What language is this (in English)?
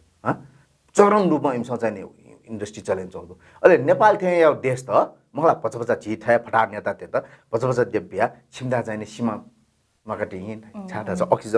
Newari